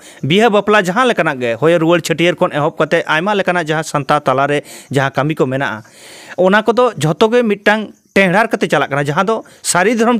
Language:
Santali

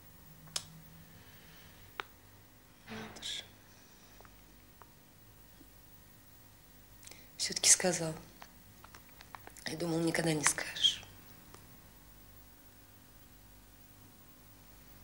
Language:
Russian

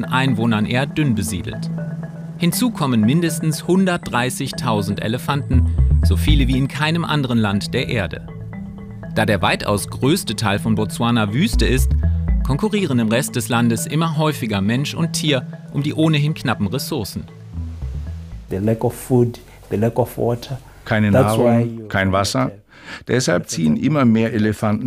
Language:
German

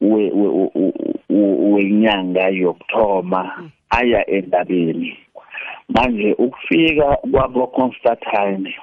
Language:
South Ndebele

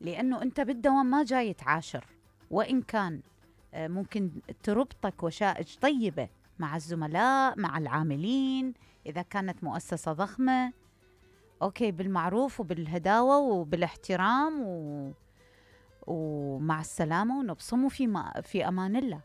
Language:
Mesopotamian Arabic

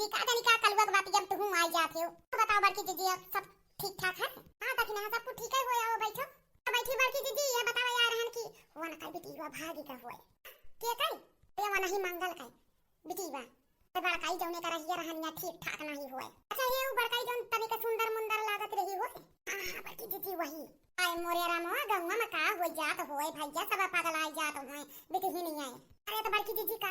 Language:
Awadhi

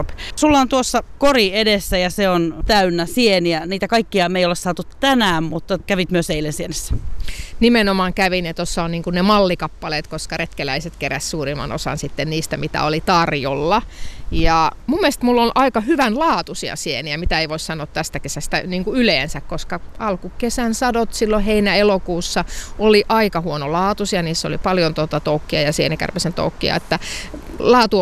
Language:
Finnish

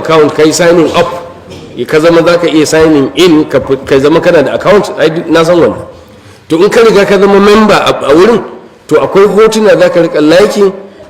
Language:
Hausa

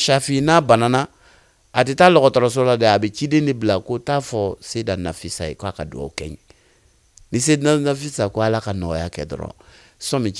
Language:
Bambara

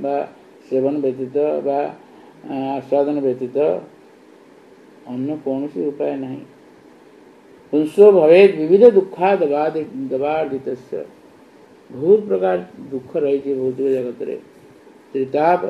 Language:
Odia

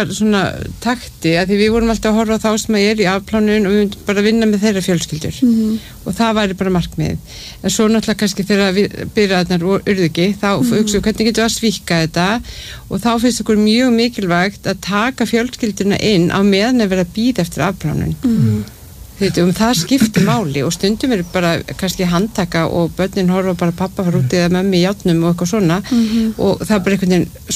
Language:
Icelandic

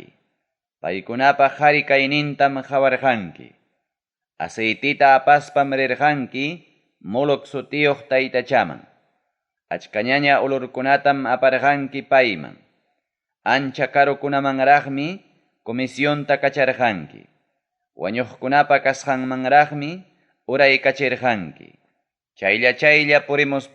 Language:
Ayacucho Quechua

